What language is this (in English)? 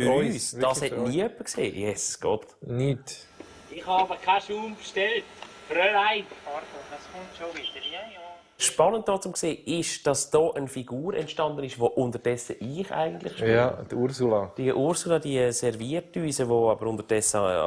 Swiss German